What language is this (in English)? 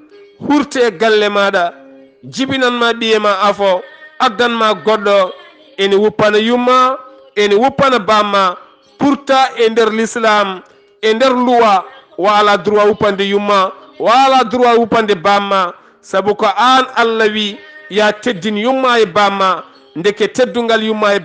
Fula